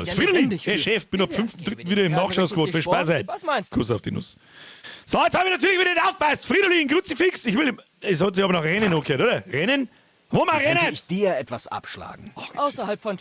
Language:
Bavarian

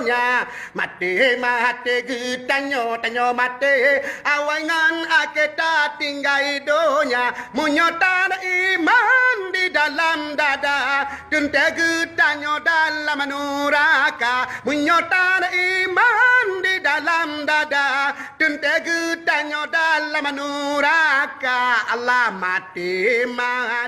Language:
Achinese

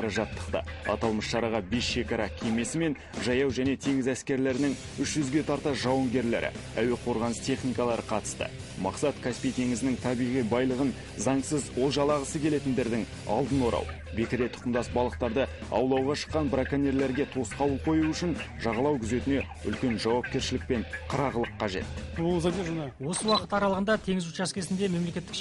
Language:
Kazakh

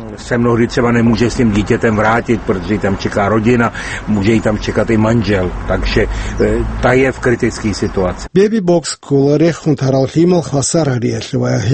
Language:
Avaric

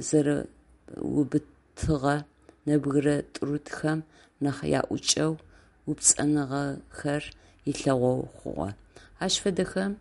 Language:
Adyghe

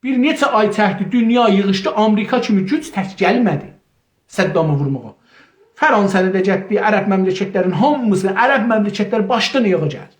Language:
South Azerbaijani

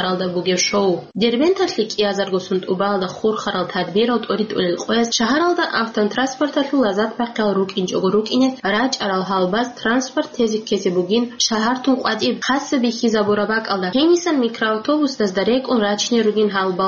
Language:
Avaric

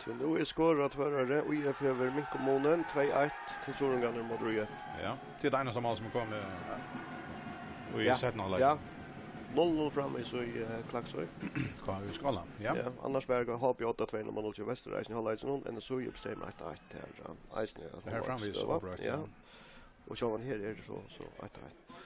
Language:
Faroese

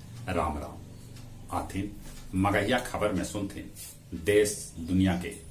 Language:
Magahi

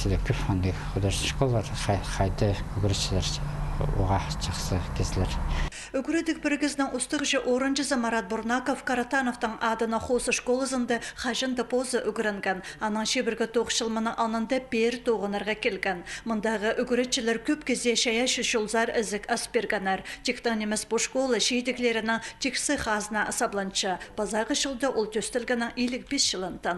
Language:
Khakas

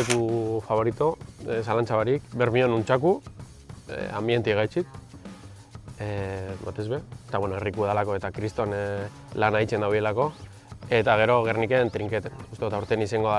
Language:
Basque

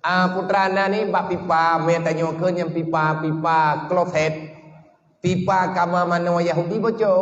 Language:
Achinese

